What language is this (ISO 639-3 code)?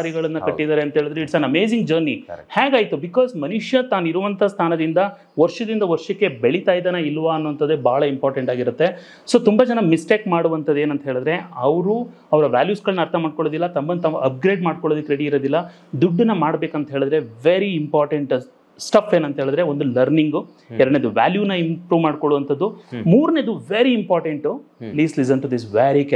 kan